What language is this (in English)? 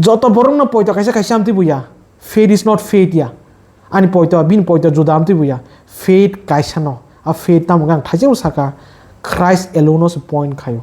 Kok Borok